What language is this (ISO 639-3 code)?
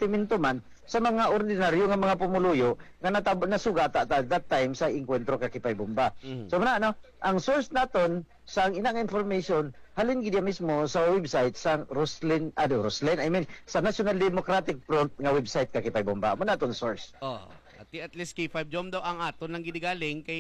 hil